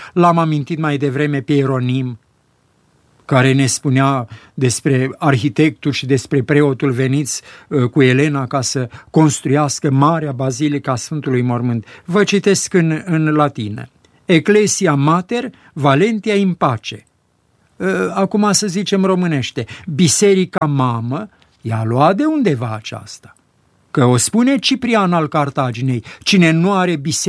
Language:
Romanian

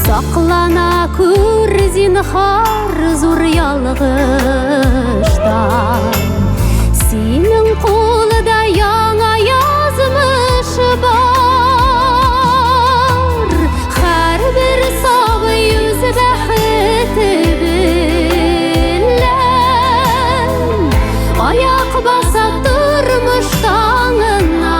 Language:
Tatar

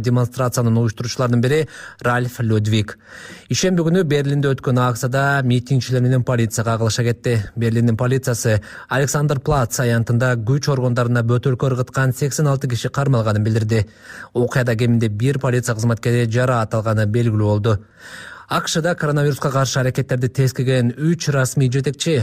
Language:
Kyrgyz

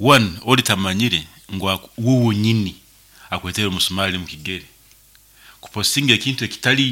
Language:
Nyoro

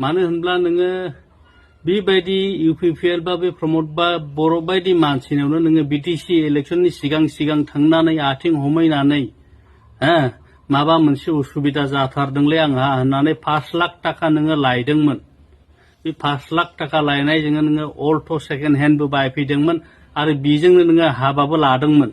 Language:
Bodo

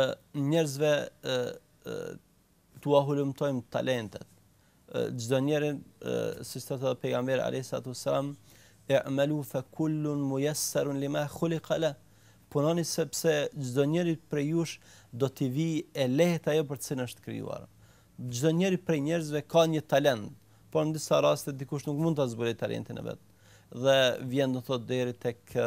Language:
Albanian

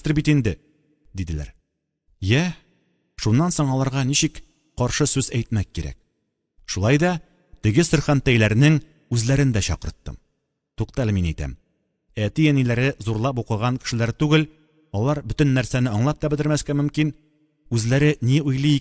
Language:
Tatar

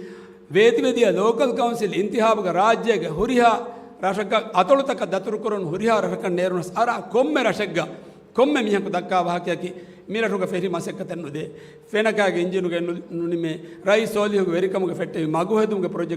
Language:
Divehi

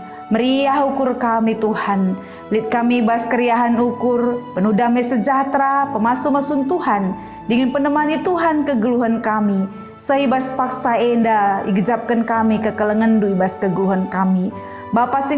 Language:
Batak Karo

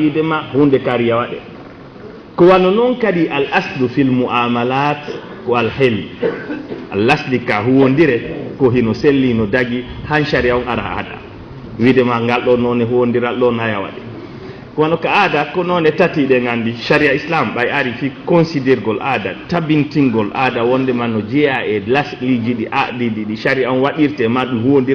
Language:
Fula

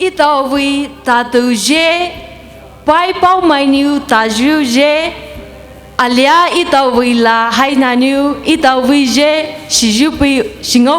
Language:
Poumei Naga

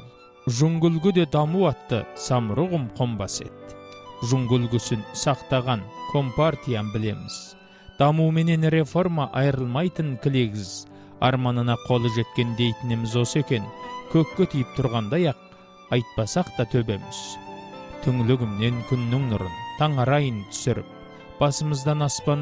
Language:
Kazakh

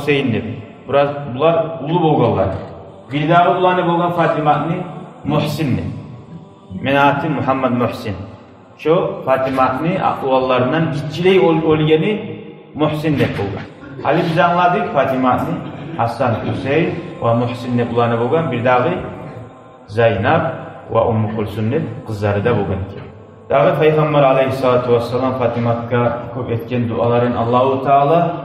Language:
Kumyk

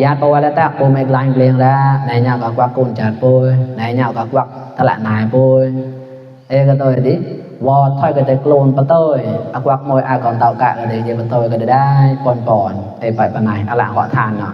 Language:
Mon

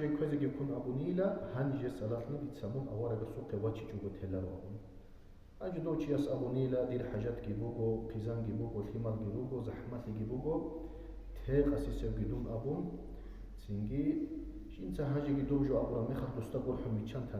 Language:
Avaric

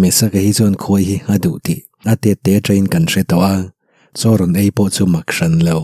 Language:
Mizo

